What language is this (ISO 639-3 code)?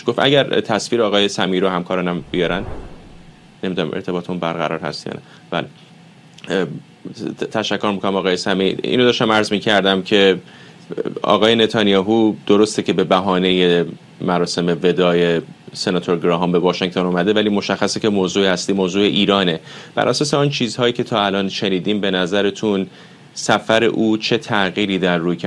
fas